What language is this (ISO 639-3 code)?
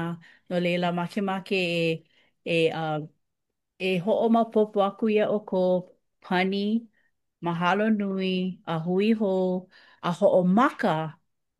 haw